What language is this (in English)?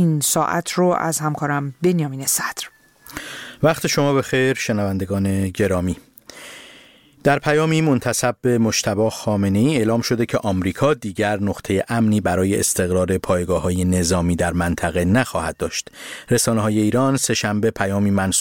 Persian